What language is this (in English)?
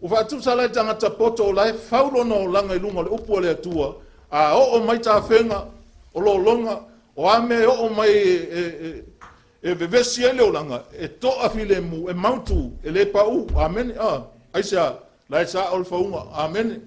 Samoan